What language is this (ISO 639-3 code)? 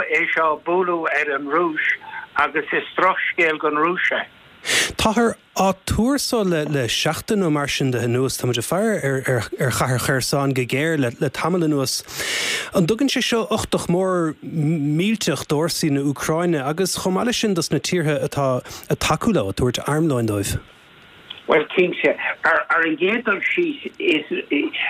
gle